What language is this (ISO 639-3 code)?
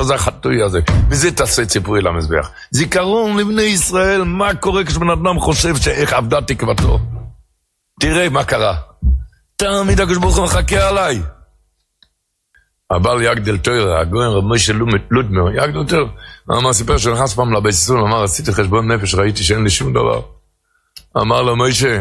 heb